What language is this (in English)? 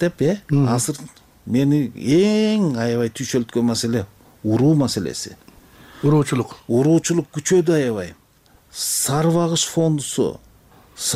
Kyrgyz